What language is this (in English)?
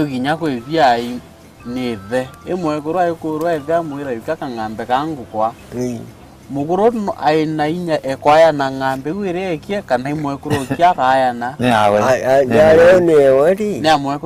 Meru